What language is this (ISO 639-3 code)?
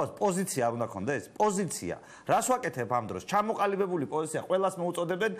kat